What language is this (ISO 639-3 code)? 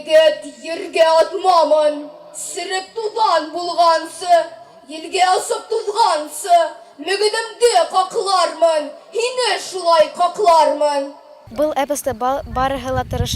bak